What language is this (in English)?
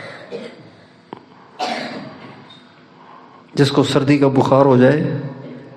Urdu